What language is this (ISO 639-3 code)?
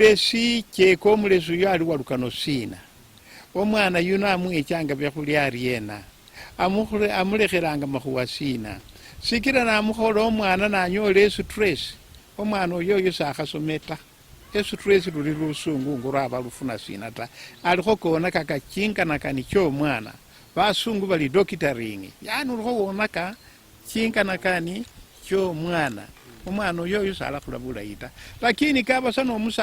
luy